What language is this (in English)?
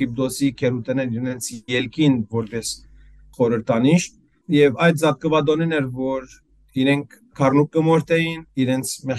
Western Armenian